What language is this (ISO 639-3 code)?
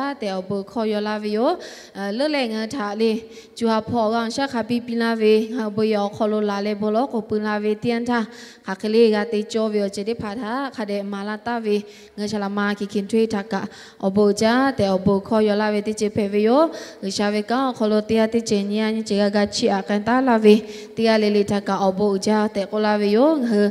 lhu